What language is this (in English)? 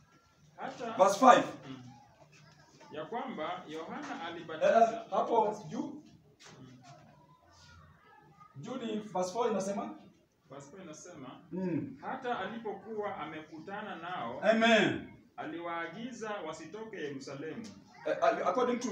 Swahili